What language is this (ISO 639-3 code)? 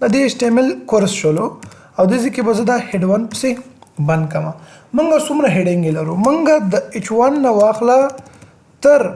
pus